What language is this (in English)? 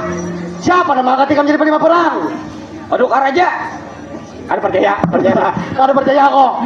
Banjar